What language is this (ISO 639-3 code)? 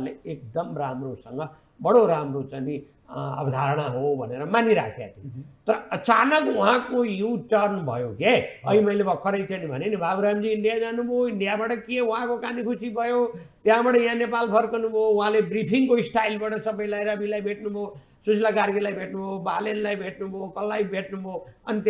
nep